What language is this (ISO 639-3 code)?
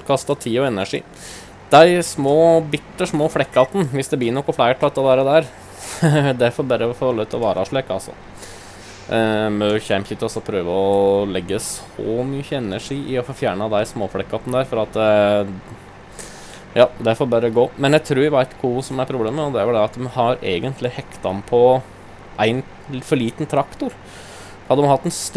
nor